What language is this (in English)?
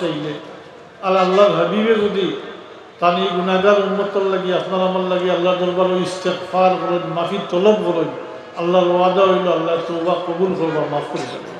Sylheti